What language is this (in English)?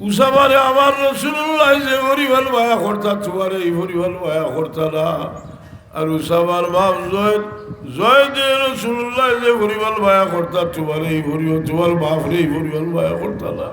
Sylheti